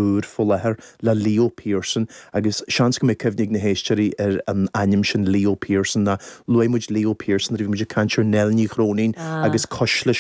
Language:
Irish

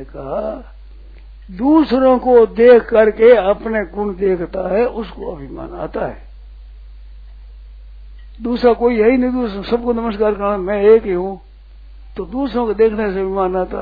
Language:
Hindi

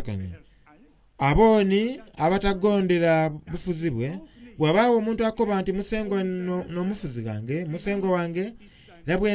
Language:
Soga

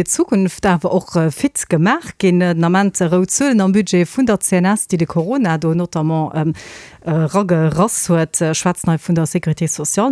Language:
Luxembourgish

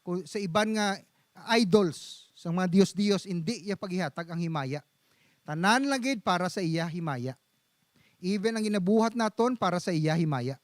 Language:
Hiligaynon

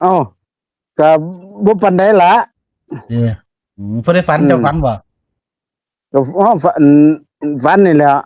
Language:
Northeastern Thai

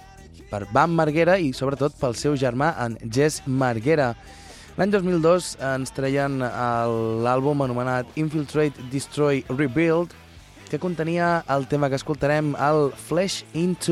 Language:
Catalan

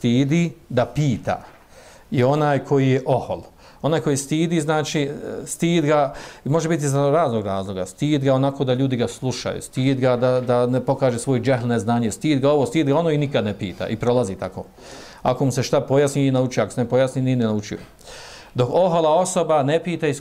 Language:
Bosnian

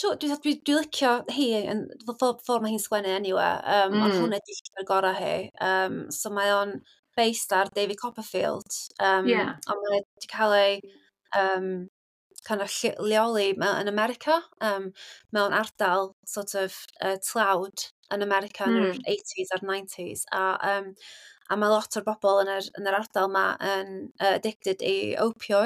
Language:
Welsh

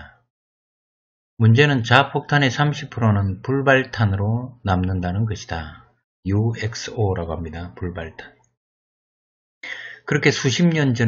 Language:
Korean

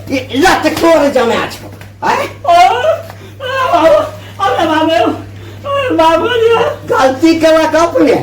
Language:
Maithili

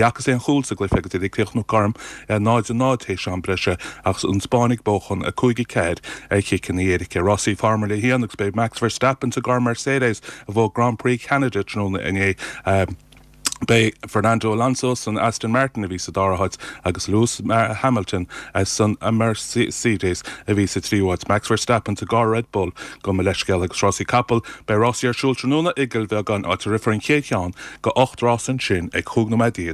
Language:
Irish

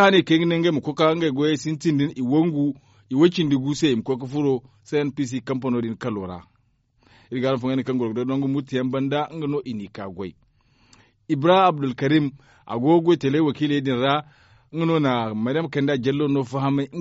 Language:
Zarma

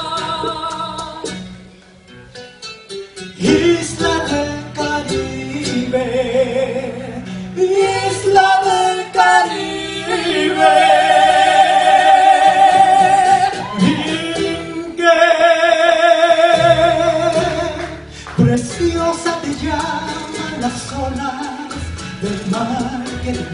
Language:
Spanish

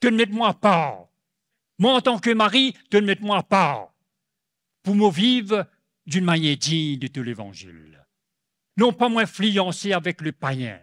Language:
Morisyen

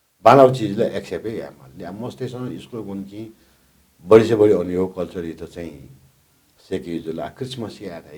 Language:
Newari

